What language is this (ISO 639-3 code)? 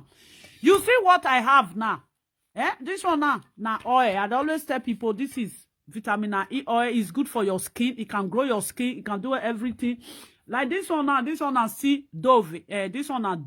pcm